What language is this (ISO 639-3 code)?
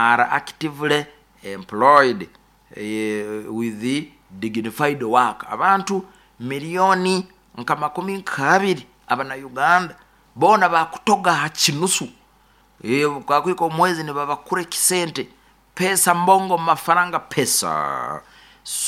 nyo